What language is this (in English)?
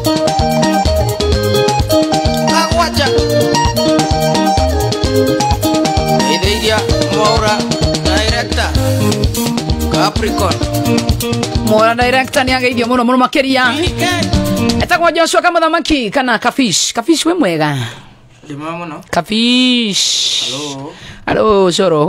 Kikuyu